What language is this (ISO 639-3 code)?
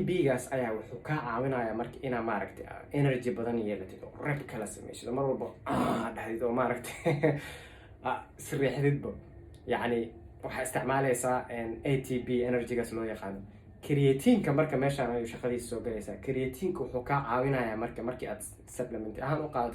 som